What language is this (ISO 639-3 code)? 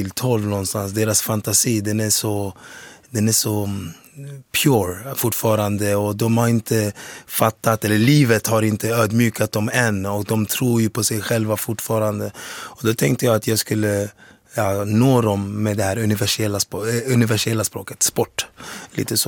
swe